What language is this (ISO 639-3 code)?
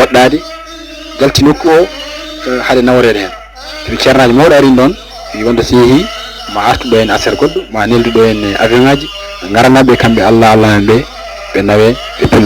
ful